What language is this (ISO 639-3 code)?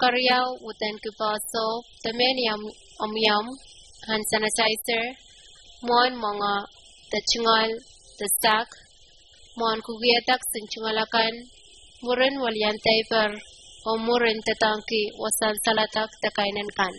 pon